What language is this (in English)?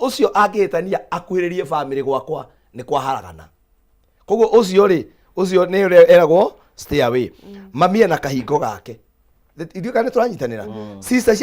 Kikuyu